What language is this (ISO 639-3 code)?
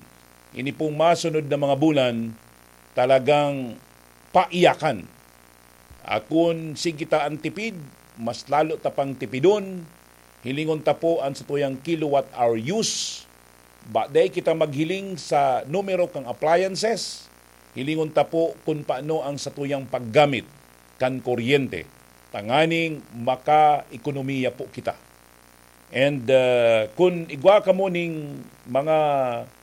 bik